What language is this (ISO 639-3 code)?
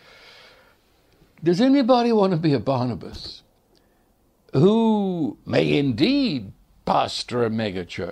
eng